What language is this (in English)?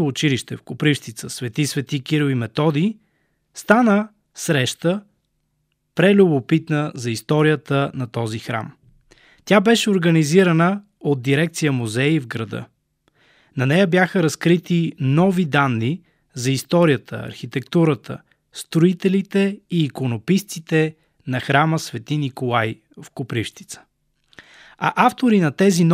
Bulgarian